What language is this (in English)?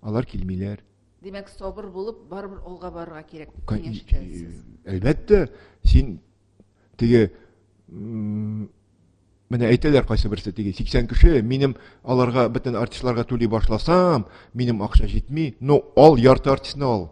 Tatar